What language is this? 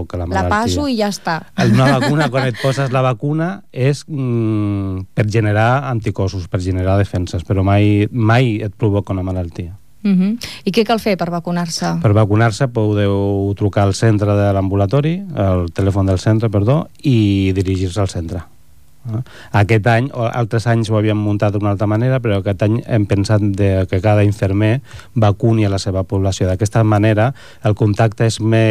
Catalan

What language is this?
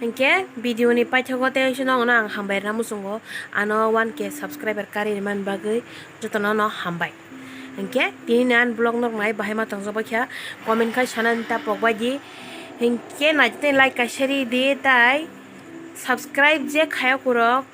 Kok Borok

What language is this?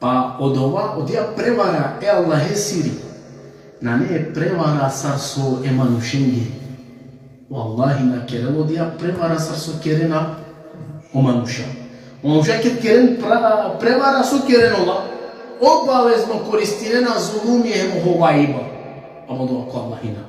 Balkan Romani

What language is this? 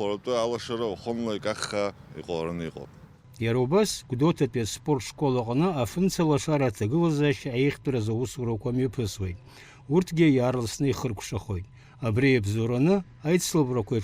Abkhazian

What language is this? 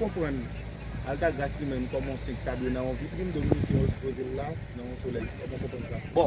Haitian Creole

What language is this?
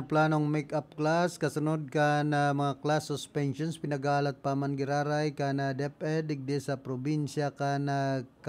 Bikol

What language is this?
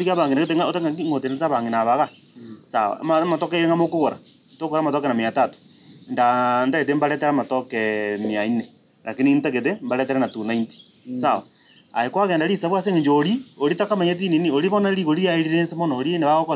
Gusii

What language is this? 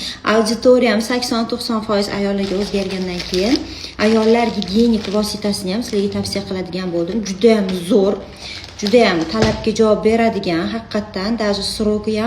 Uzbek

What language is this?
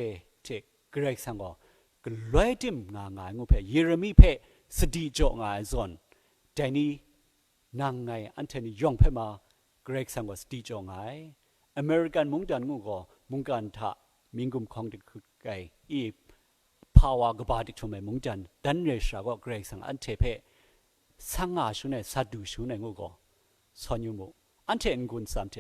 Kachin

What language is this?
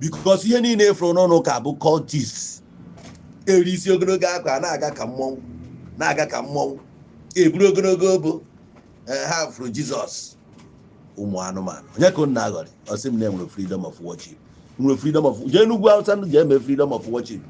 Igbo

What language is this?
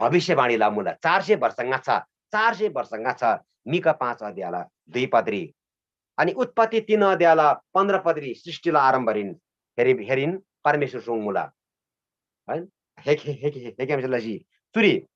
Eastern Tamang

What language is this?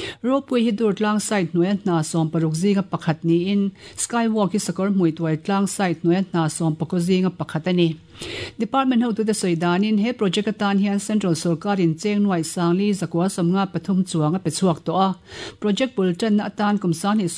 Mizo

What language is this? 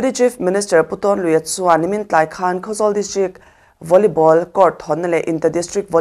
Mizo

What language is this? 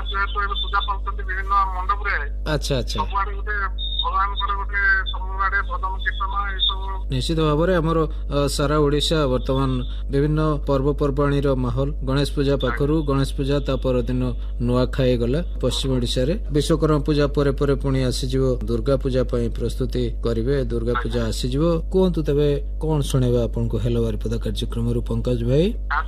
Odia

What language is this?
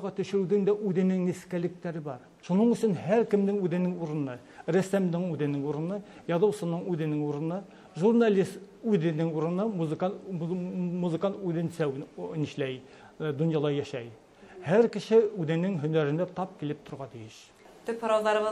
Bashkir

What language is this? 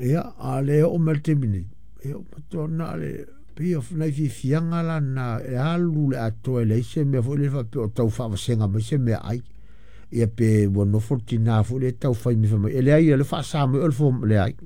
Samoan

